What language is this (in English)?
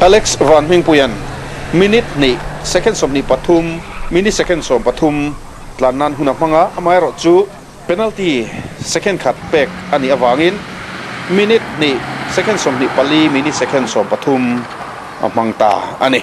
Mizo